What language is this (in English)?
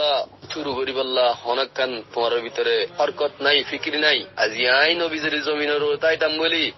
Rohingya